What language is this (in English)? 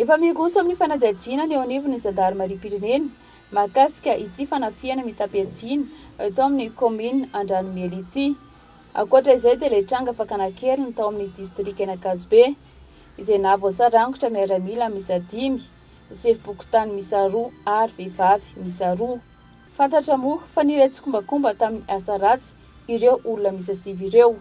Malagasy